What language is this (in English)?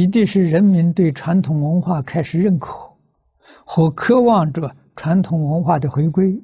Chinese